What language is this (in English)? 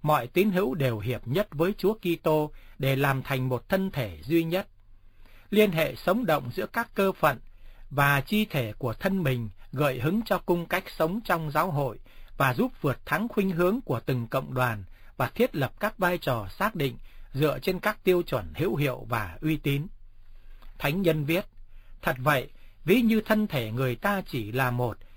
Vietnamese